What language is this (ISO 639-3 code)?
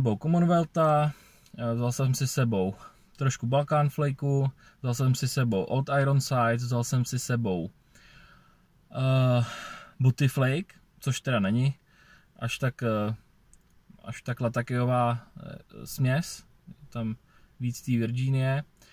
ces